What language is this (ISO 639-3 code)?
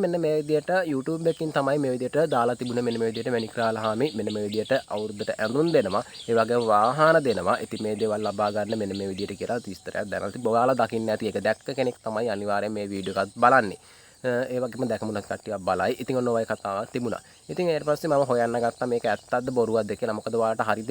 sin